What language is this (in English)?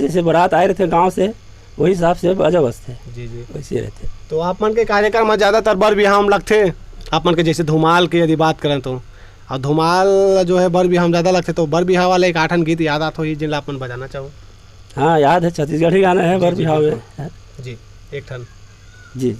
Chhattisgarhi